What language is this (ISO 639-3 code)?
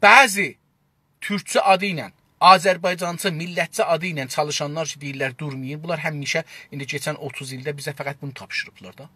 azb